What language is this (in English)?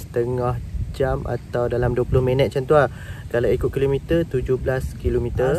Malay